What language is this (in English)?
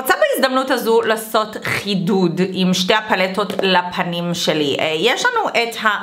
Hebrew